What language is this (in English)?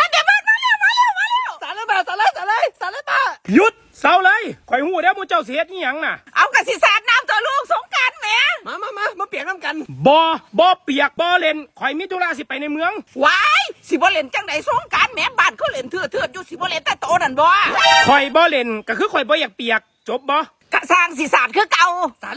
Northeastern Thai